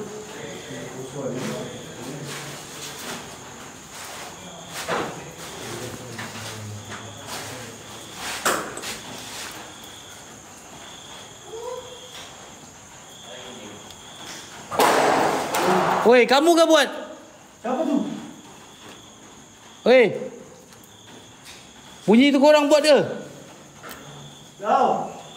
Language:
Malay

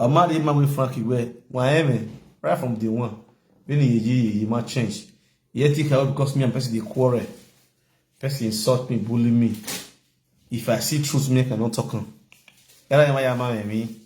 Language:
Nigerian Pidgin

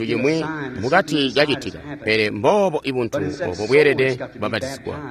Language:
Tonga (Zambia)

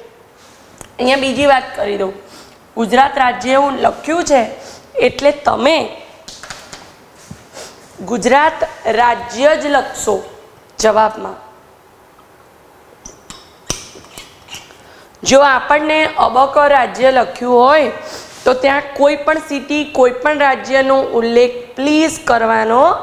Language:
Gujarati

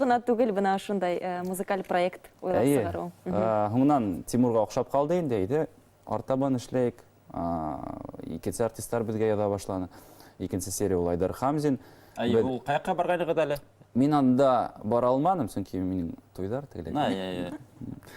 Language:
Bashkir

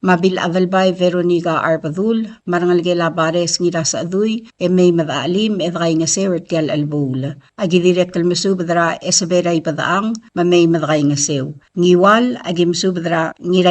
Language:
Palauan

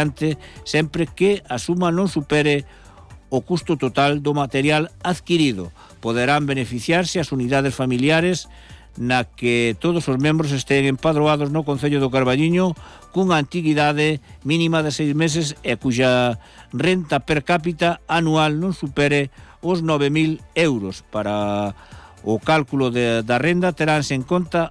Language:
Galician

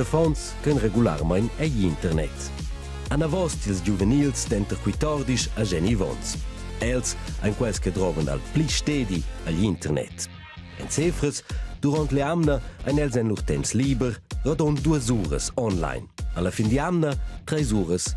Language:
Romansh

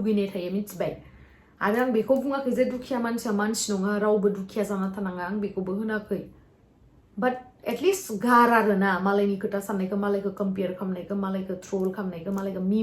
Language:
Bodo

